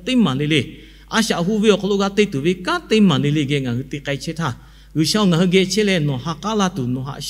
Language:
Lahu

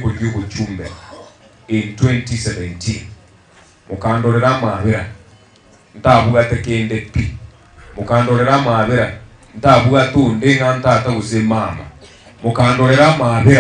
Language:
Gusii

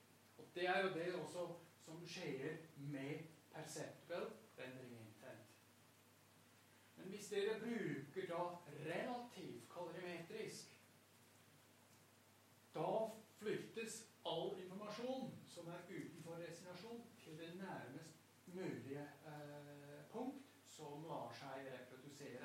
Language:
Norwegian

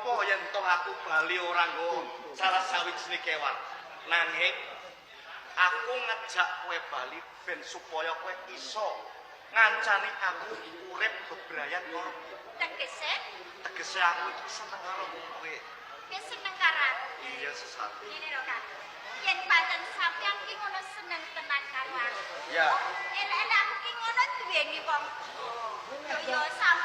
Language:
Javanese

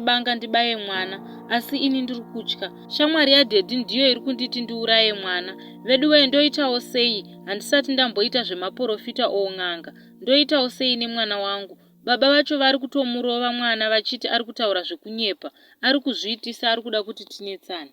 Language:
Shona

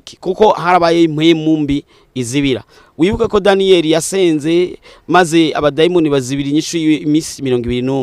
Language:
Rundi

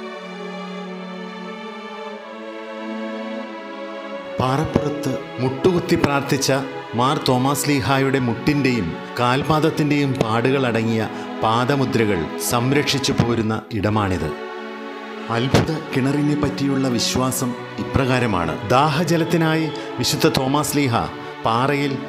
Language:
Malayalam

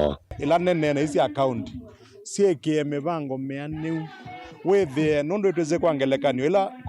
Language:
Kamba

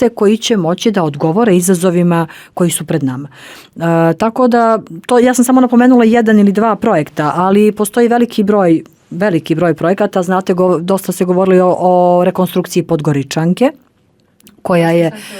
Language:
Bosnian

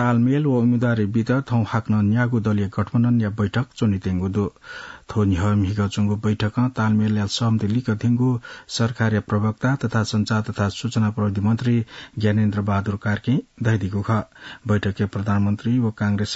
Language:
Newari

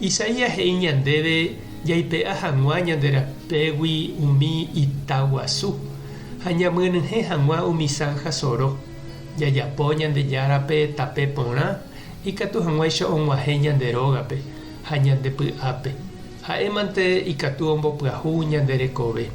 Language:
Guarani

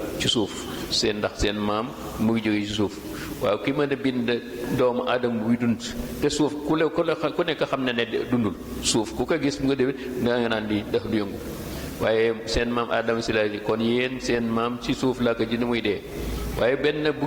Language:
Wolof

